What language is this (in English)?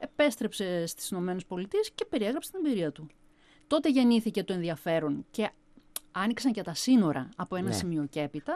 Greek